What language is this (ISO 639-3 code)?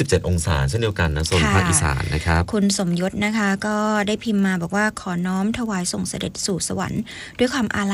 tha